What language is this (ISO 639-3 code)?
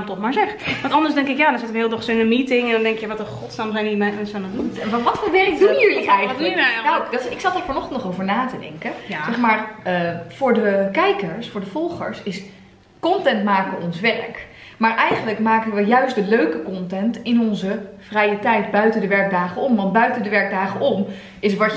nld